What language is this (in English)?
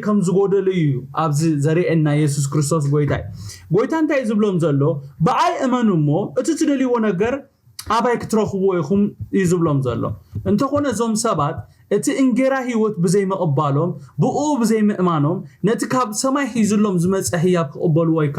Tigrinya